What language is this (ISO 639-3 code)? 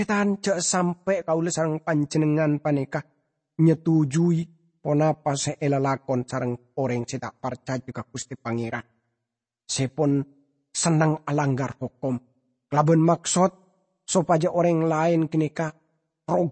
mad